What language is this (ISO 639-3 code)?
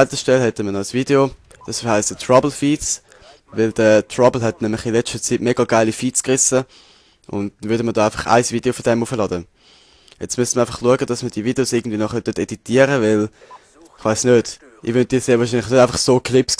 gsw